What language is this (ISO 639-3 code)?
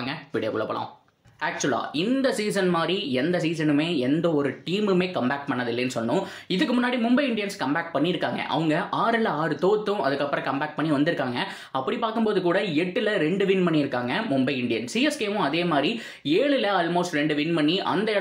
tam